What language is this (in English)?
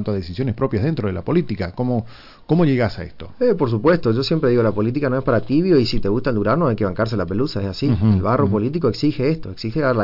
Spanish